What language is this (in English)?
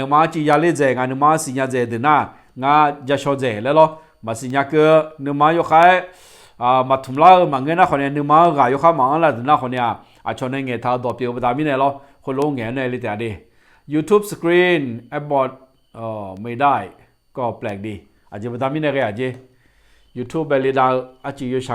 Akha